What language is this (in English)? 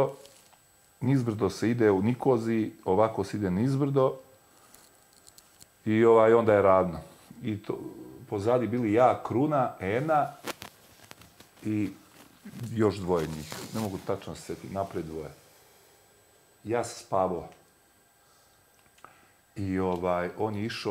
Bosnian